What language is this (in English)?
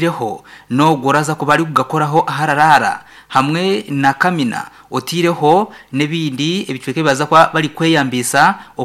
Nyankole